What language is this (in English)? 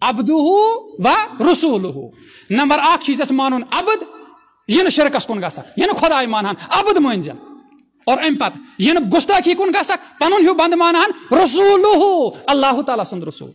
Kashmiri